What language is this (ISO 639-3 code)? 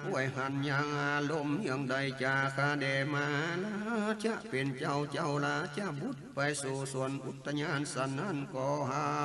nod